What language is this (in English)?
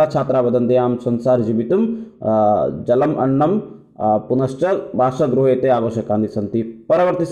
Sanskrit